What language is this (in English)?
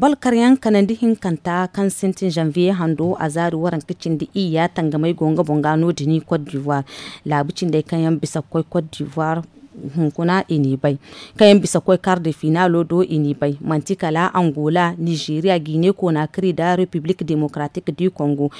Zarma